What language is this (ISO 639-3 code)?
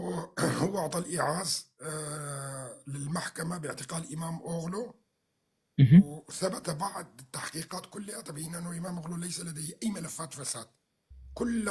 apc